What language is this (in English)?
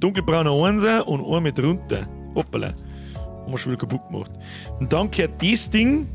Bavarian